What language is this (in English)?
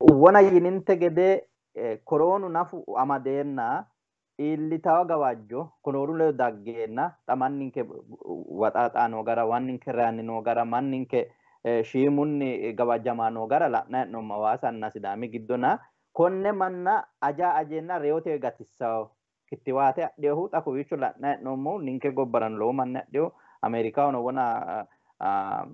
Sidamo